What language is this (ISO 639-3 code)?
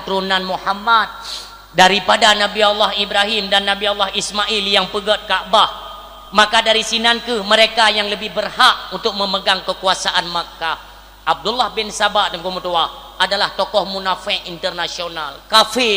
ace